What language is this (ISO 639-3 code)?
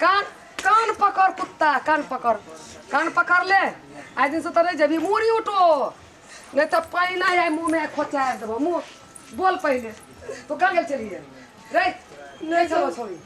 mai